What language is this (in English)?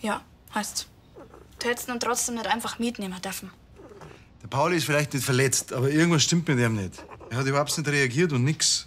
Bavarian